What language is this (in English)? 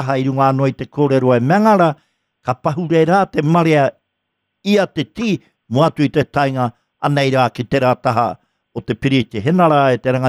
Māori